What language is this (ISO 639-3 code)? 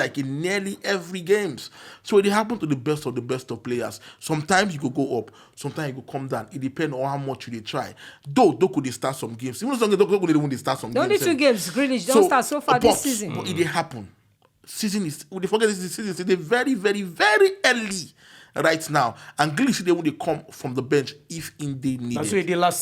pcm